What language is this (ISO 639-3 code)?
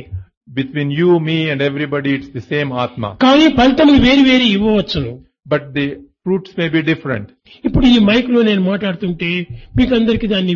tel